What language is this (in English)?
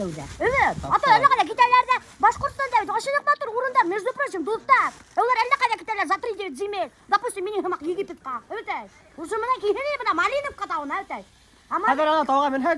Bashkir